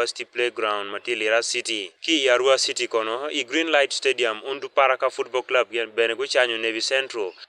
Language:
Acoli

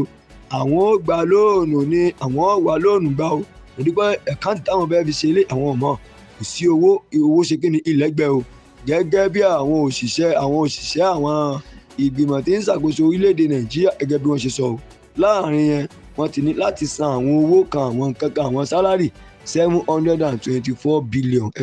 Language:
Yoruba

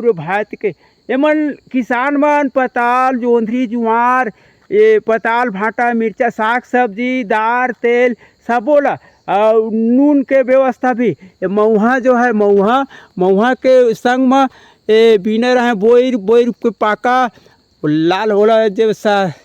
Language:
Chhattisgarhi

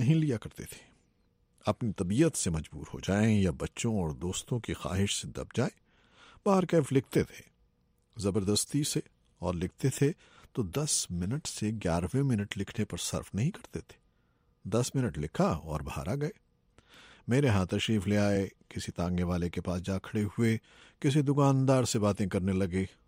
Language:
Urdu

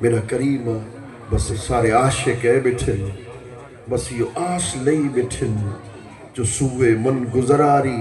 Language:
Saraiki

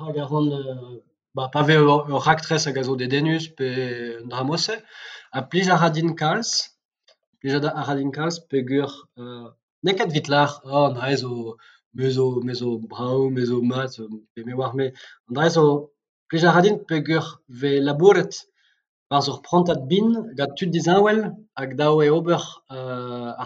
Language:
Breton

